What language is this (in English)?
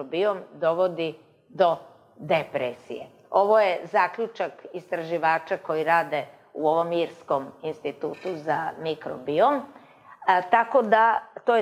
Serbian